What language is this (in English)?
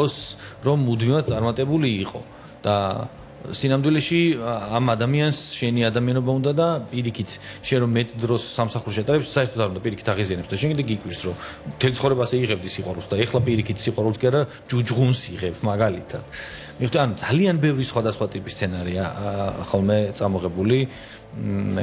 Georgian